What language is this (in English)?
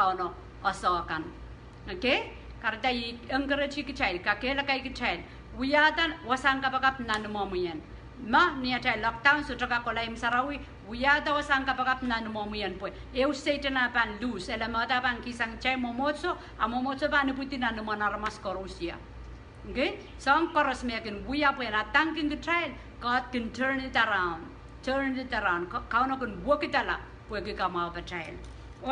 Pohnpeian